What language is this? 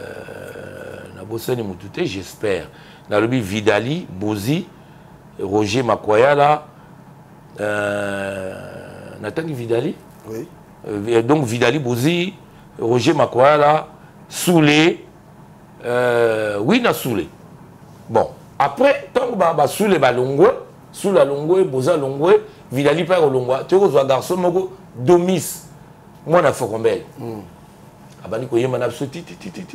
Lingala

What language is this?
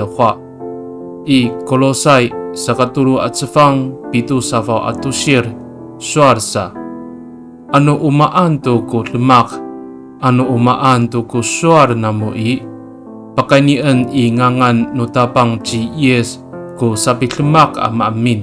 Amis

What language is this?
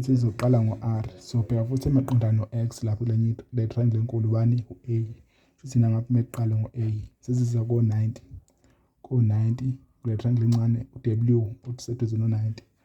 Zulu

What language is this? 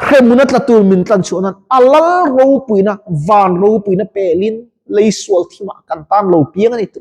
Mizo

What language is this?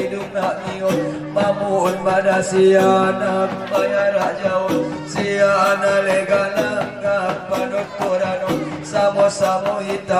Batak Angkola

